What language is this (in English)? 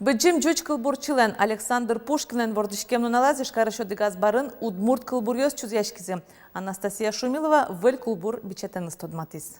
Udmurt